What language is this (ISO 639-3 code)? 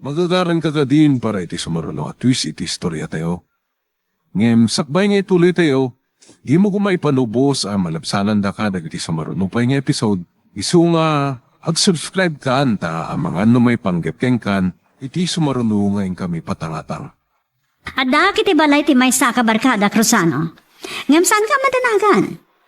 ilo